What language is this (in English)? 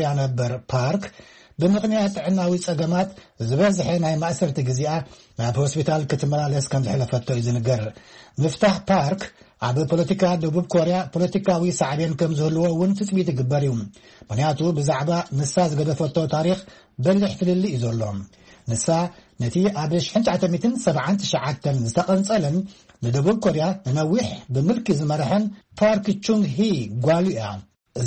Tigrinya